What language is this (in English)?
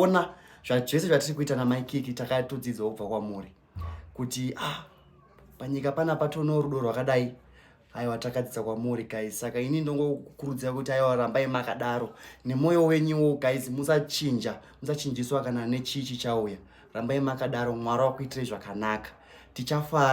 Shona